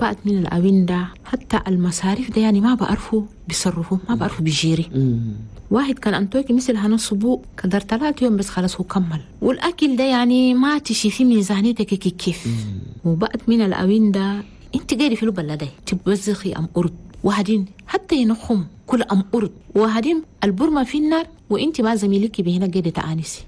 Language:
Chadian Arabic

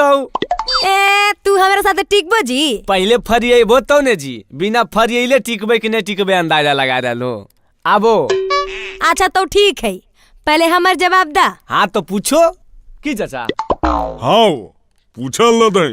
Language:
Magahi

